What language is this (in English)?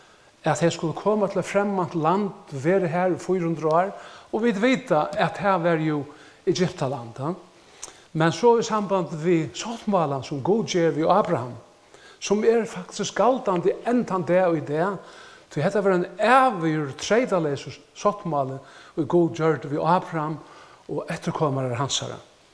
Faroese